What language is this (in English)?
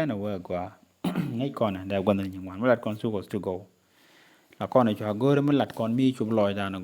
Nuer